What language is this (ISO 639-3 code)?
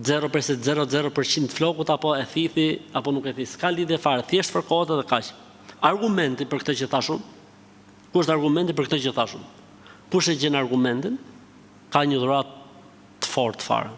sqi